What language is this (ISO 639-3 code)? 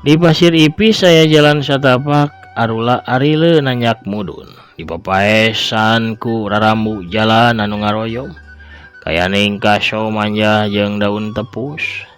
sun